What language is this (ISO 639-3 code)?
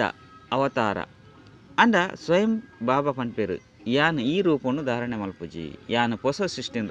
tcy